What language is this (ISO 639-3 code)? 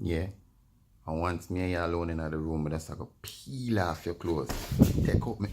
jam